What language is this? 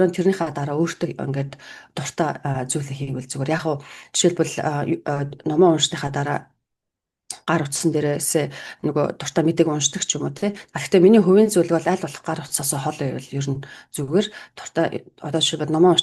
Mongolian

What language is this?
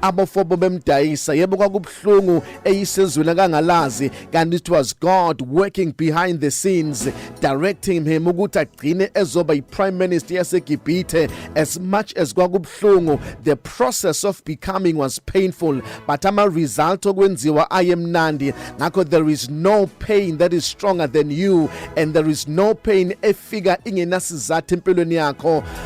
Zulu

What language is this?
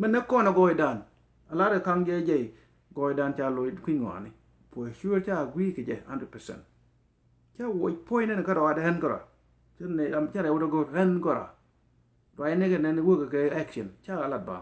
Nuer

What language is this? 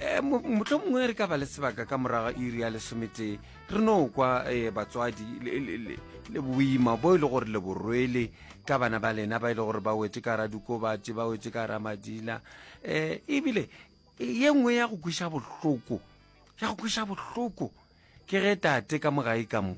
Northern Sotho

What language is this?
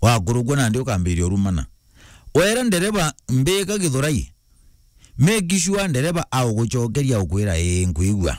Meru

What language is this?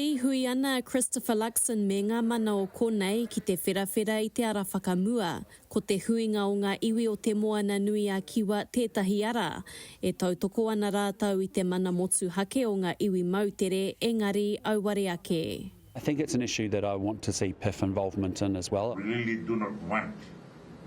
Māori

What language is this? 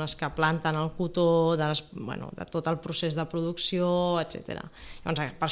Catalan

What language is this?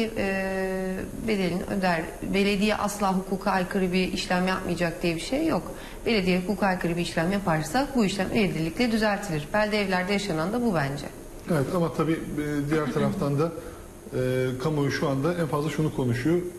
Turkish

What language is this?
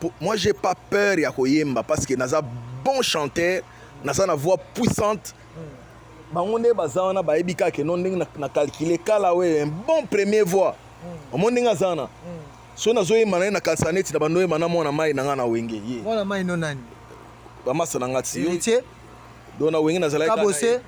Lingala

